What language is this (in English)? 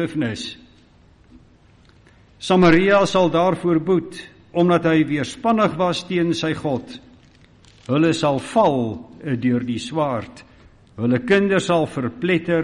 Afrikaans